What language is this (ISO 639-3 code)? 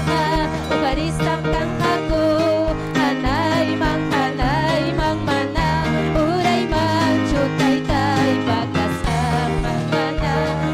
quy